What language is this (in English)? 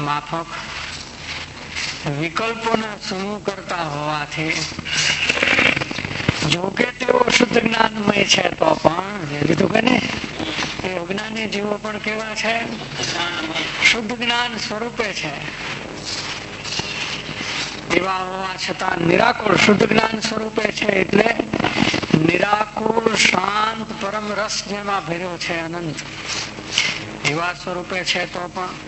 Gujarati